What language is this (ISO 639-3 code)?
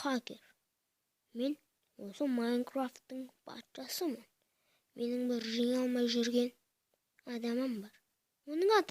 kaz